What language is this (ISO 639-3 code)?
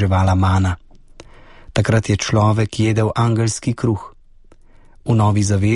slv